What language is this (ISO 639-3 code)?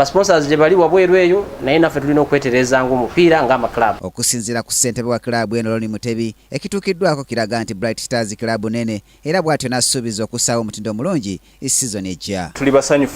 lug